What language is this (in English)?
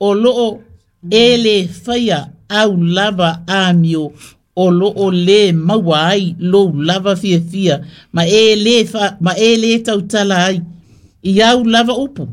Samoan